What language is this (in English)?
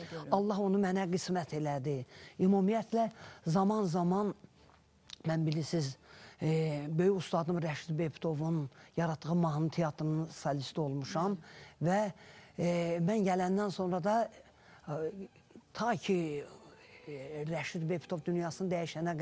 Azerbaijani